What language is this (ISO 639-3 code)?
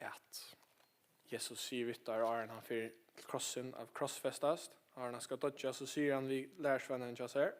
fao